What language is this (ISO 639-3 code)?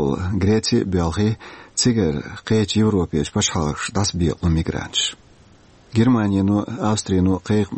che